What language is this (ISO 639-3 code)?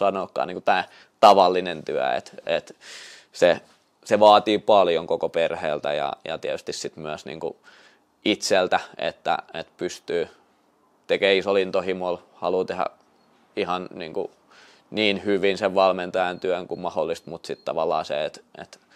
fin